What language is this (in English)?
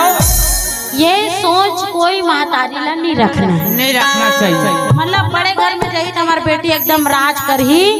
Chhattisgarhi